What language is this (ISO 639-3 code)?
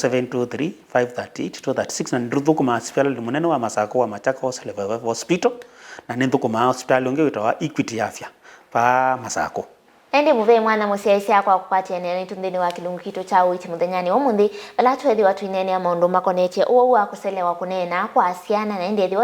kam